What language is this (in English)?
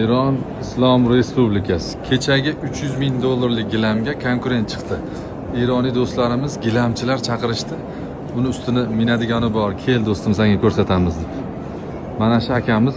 Uzbek